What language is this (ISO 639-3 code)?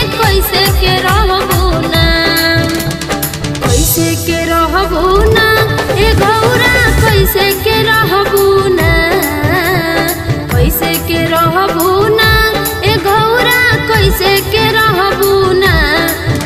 bho